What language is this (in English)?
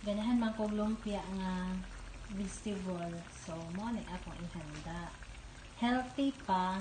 Cebuano